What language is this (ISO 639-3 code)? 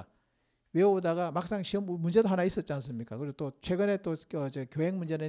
kor